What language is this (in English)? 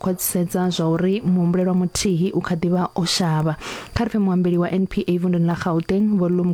Venda